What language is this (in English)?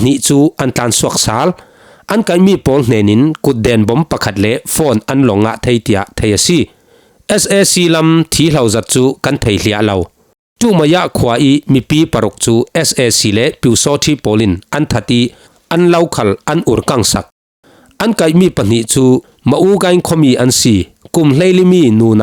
Falam Chin